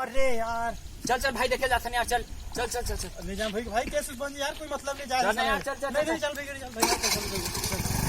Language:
Chhattisgarhi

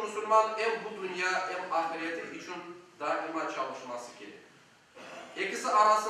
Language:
Crimean Tatar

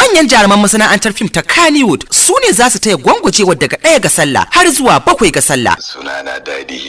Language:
Hausa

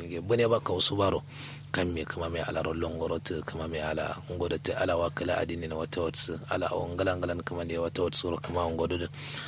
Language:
Kanuri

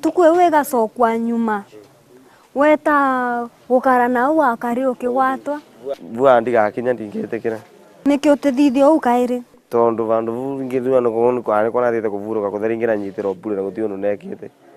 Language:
Meru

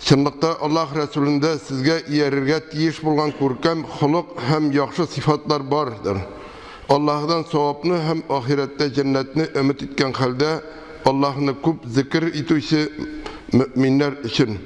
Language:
Tatar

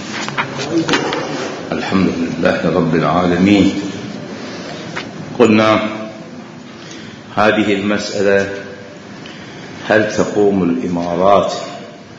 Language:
Arabic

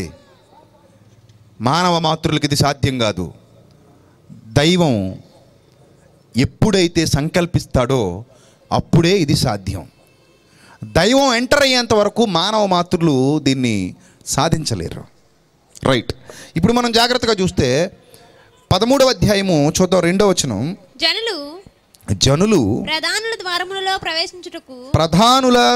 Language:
Telugu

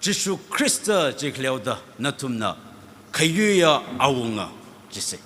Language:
Tangkhul Naga (India)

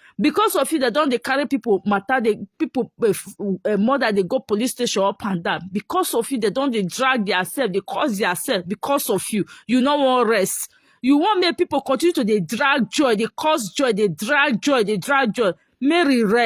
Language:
Nigerian Pidgin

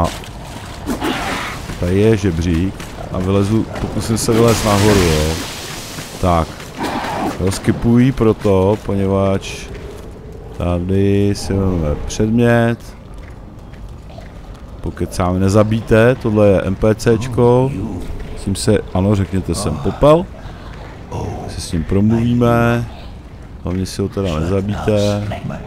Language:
Czech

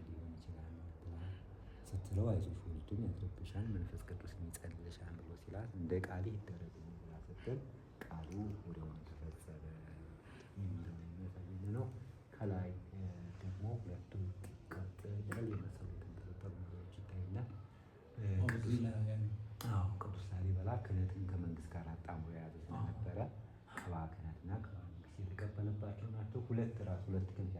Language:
Amharic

